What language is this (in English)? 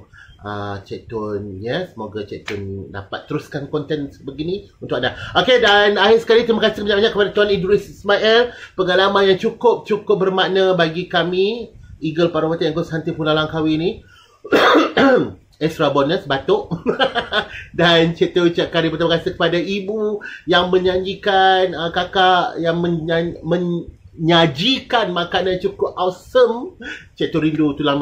Malay